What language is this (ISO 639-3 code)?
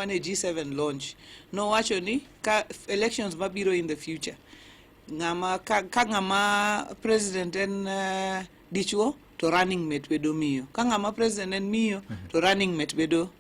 luo